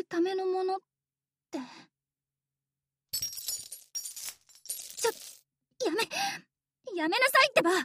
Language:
Japanese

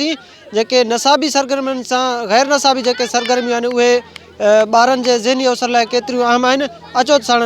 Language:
Sindhi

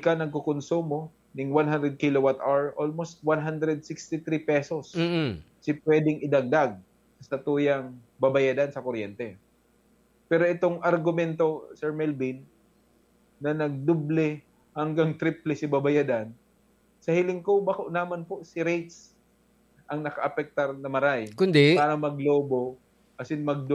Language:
Bikol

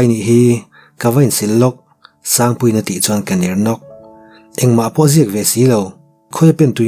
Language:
Mizo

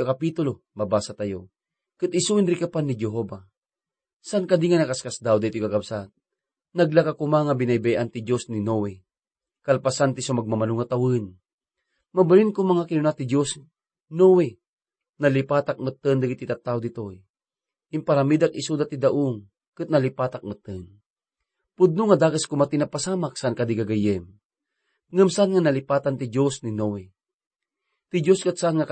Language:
Iloko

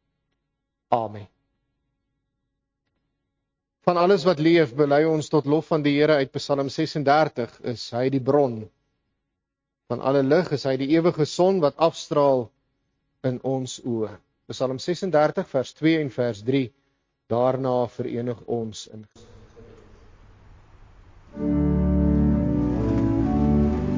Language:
Afrikaans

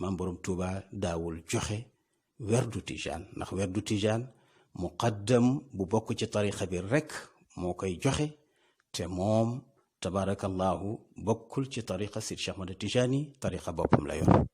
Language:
Wolof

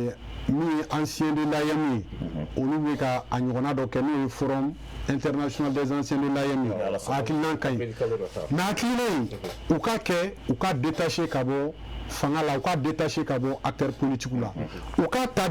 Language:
Bambara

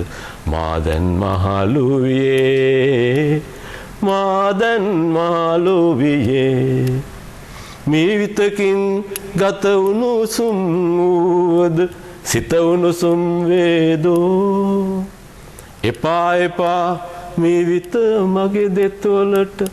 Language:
Sinhala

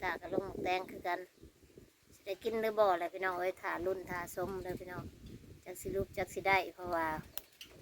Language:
Northeastern Thai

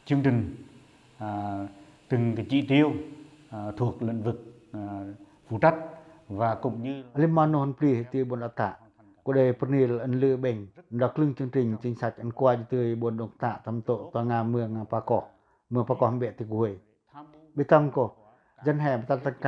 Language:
Pacoh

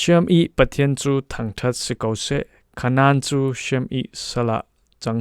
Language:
Falam Chin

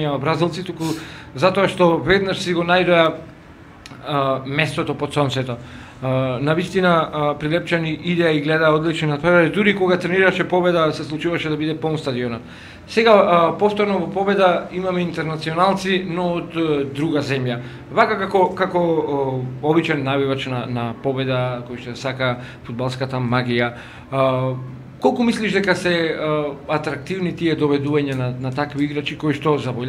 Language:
Macedonian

